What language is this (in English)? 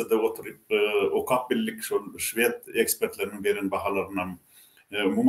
Turkmen